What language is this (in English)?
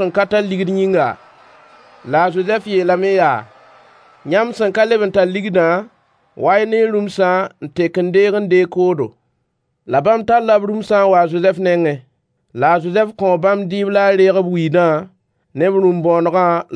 Mossi